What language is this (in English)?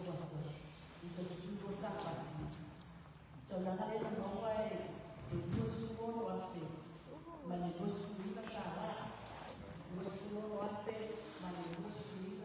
Samoan